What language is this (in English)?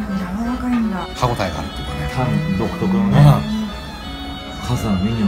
Japanese